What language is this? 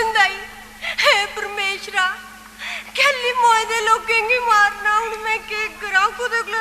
Dogri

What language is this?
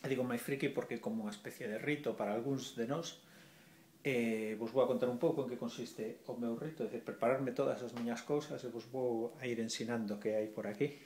Galician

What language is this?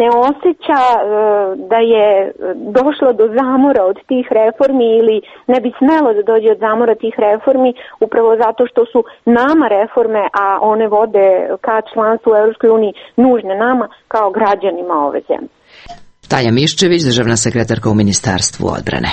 Serbian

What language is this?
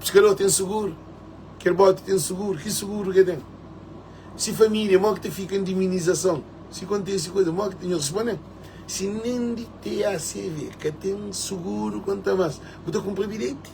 Kabuverdianu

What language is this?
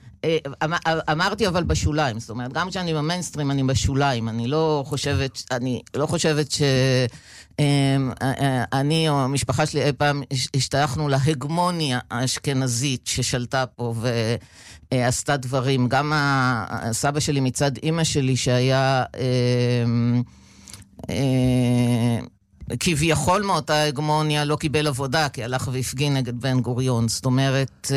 Hebrew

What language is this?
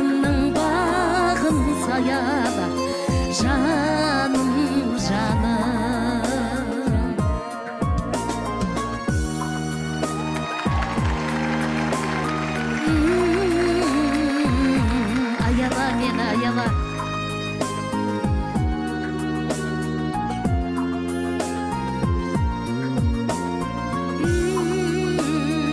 Kazakh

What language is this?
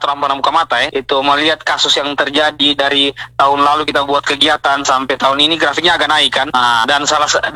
Indonesian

